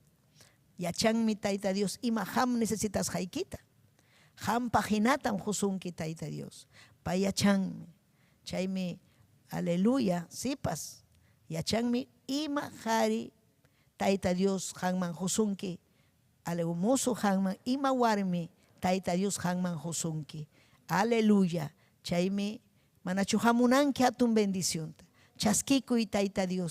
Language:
Ayacucho Quechua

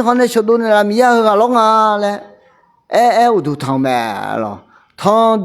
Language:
Akha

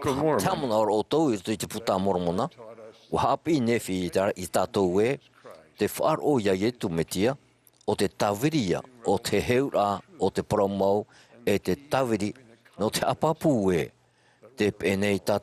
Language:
Tahitian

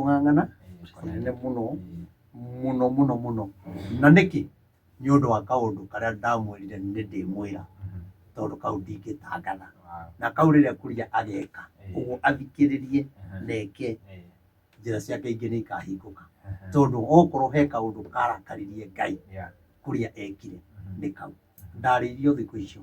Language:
Kikuyu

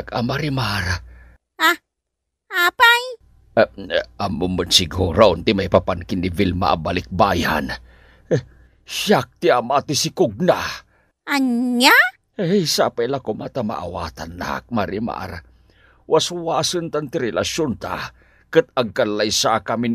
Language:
Iloko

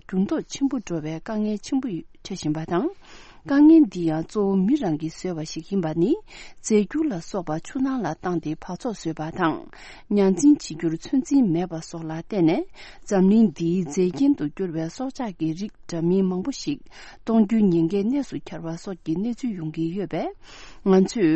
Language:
Tibetan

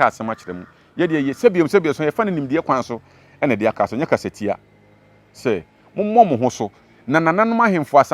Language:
Akan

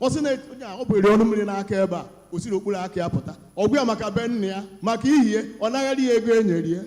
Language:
Igbo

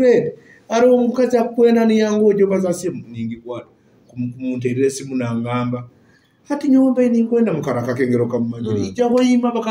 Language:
Nyoro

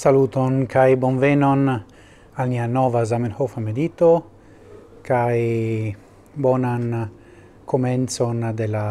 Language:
Esperanto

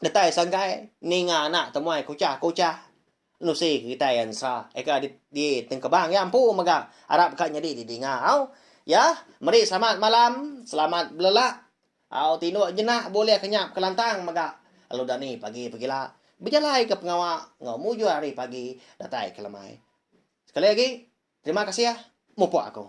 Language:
Iban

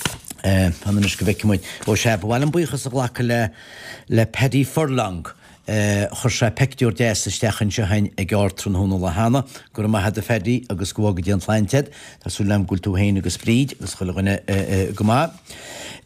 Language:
Irish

